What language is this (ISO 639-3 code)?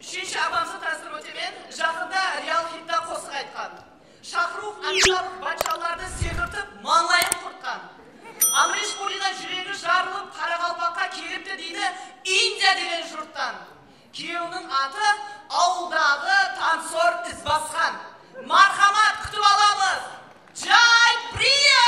kaa